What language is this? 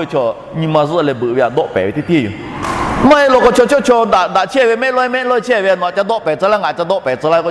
Lahu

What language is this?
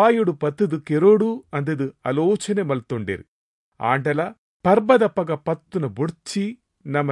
Tulu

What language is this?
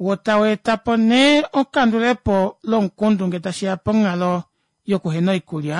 Kuanyama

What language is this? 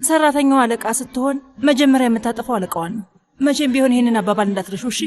Amharic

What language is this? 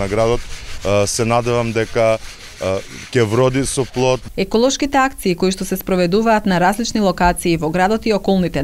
Macedonian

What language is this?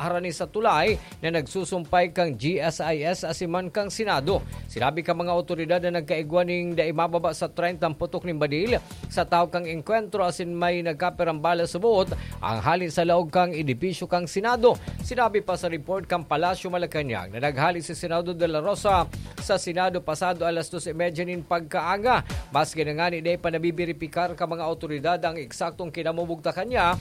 Bikol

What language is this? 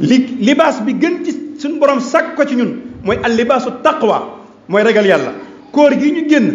Wolof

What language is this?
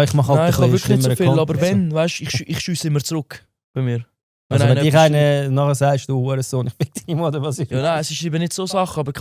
Swiss German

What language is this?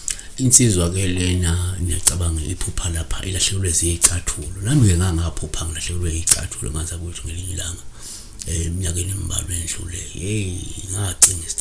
Zulu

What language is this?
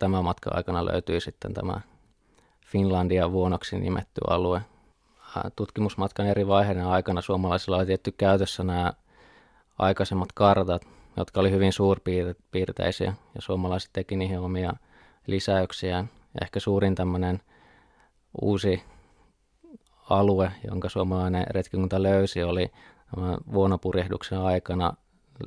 Finnish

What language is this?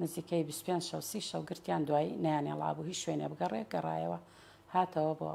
Central Kurdish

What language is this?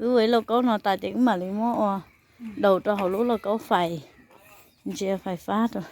Hmong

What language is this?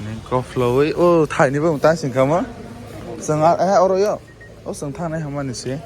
Kok Borok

